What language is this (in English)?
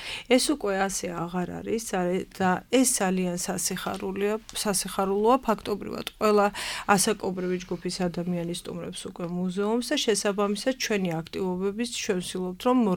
Georgian